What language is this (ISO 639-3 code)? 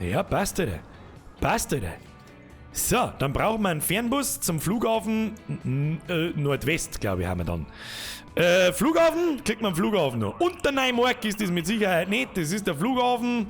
bar